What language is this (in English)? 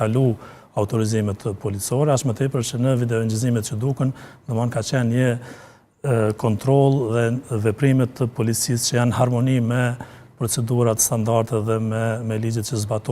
Albanian